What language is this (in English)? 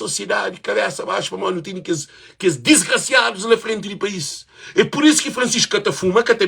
Kabuverdianu